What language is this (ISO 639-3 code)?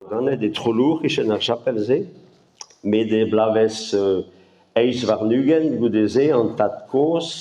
bre